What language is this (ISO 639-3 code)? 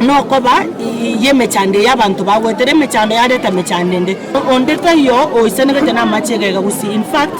guz